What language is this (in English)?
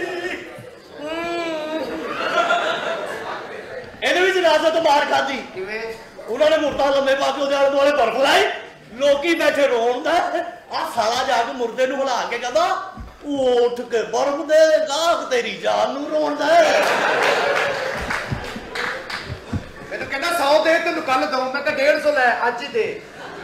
Punjabi